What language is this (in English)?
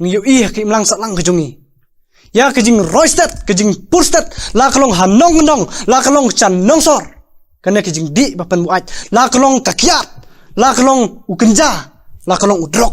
Khasi